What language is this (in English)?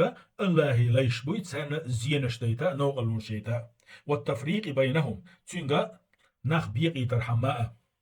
Chechen